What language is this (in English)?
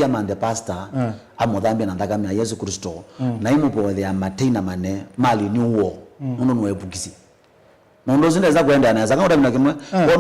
Kamba